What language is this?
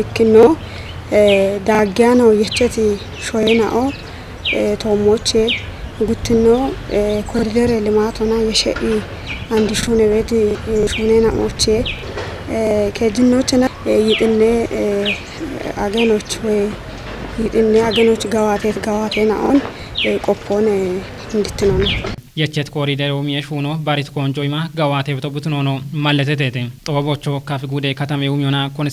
Kafa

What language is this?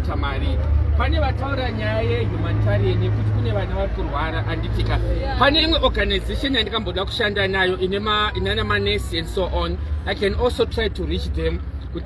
Shona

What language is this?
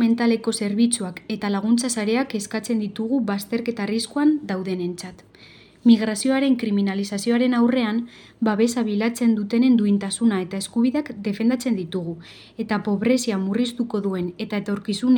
Basque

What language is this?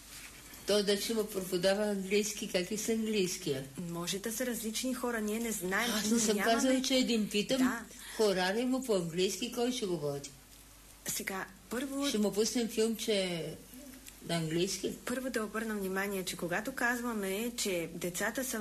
Bulgarian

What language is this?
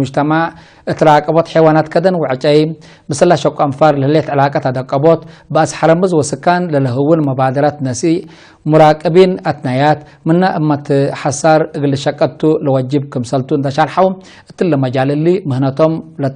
Tigre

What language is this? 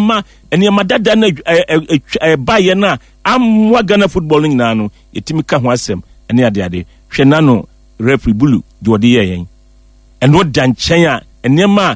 Akan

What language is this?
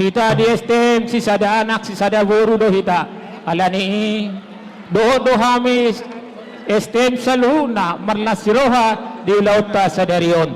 Batak Toba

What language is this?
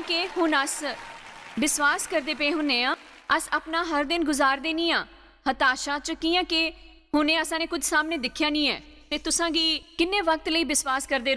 Dogri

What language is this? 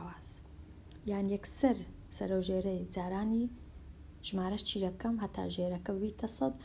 Central Kurdish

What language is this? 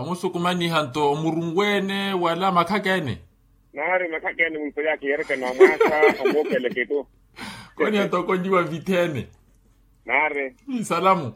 Makhuwa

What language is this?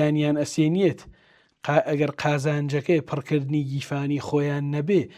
Central Kurdish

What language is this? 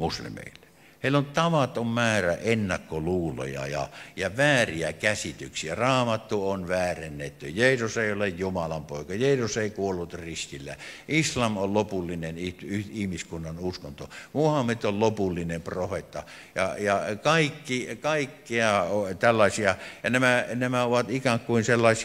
Finnish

